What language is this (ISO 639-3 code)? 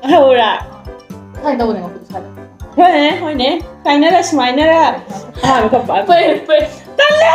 mni